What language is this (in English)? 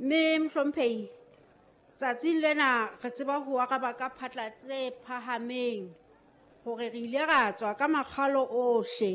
Southern Sotho